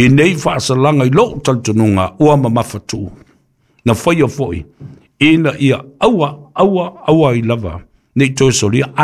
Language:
Samoan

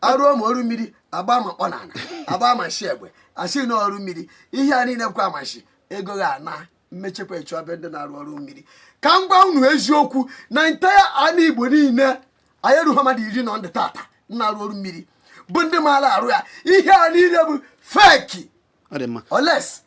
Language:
Igbo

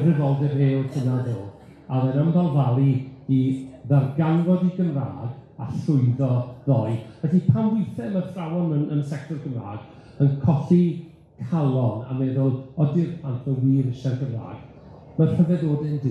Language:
Welsh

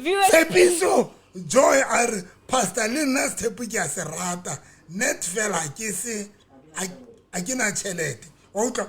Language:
Southern Sotho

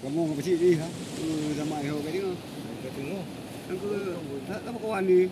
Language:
Achinese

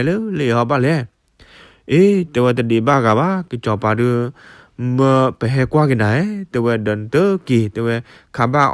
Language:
S'gaw Karen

